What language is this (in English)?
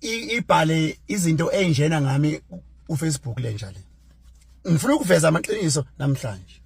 Zulu